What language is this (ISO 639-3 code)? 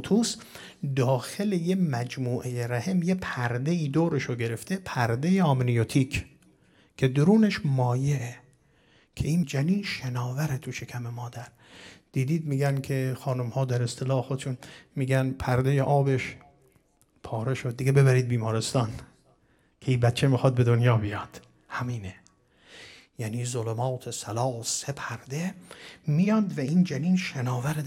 fas